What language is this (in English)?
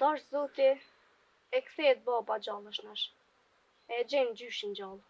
Albanian